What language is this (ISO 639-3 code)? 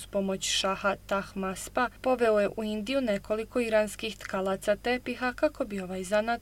bos